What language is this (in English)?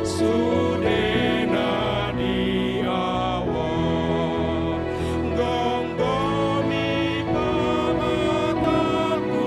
Batak Toba